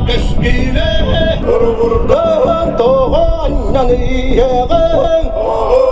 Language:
Yakut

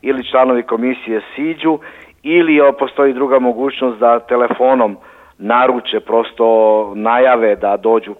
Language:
Serbian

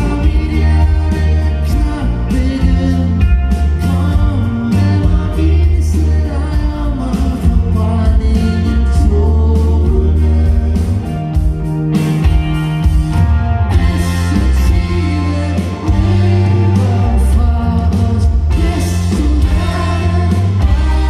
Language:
Danish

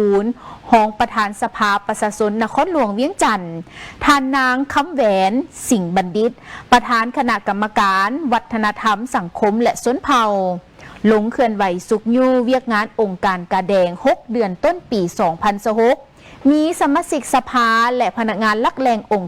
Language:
Lao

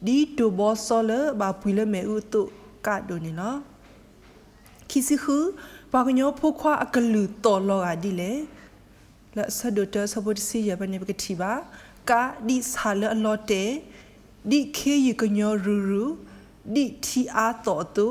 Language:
S'gaw Karen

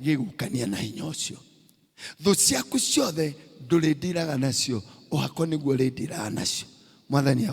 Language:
Kikuyu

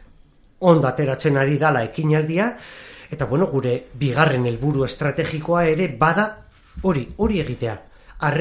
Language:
Basque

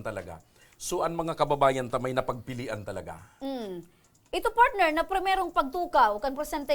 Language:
Bikol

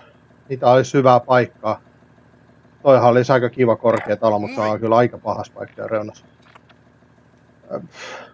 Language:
Finnish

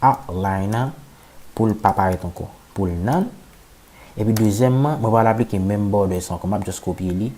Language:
Haitian Creole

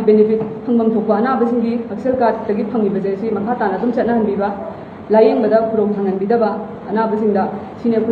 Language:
Manipuri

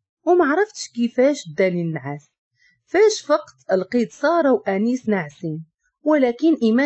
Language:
Moroccan Arabic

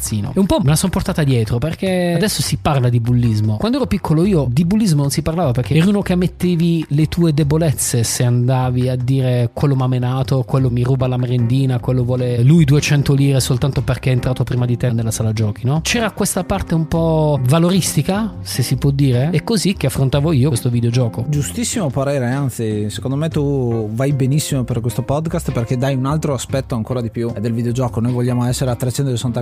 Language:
Italian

